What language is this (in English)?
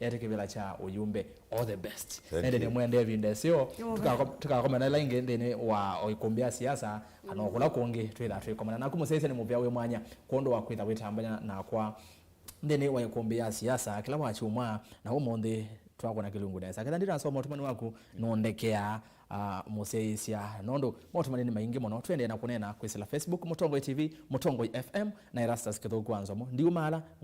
Kamba